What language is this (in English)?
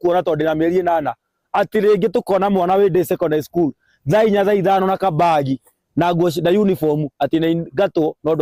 Kikuyu